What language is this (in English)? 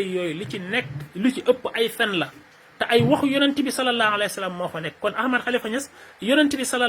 Wolof